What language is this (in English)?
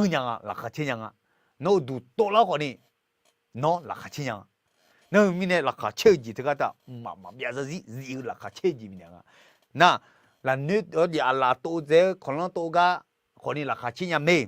Akha